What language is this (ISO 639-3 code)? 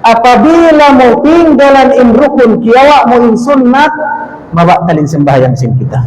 tsg